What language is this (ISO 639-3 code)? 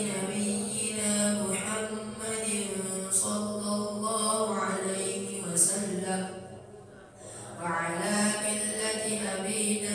ara